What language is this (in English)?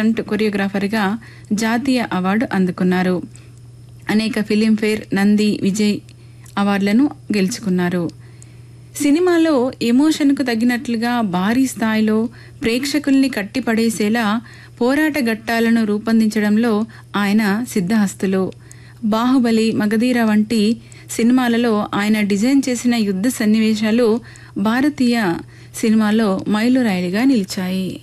Telugu